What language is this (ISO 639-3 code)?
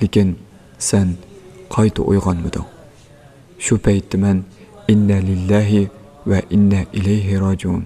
uig